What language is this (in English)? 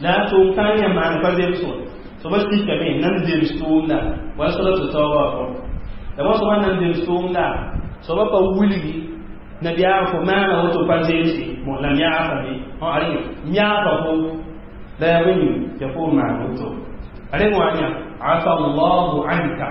Mossi